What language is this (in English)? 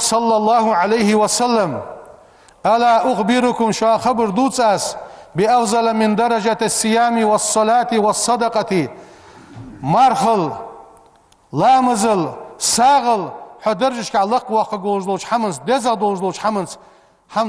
Ingush